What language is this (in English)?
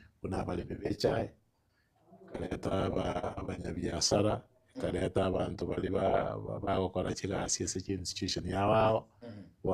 Gusii